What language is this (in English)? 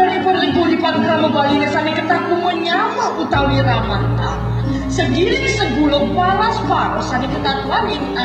Balinese